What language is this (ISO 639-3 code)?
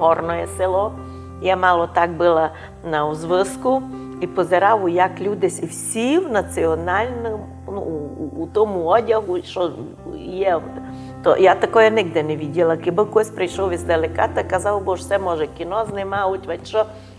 rue